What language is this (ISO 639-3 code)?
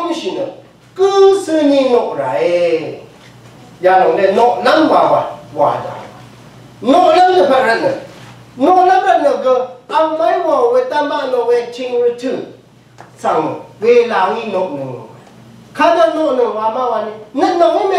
raw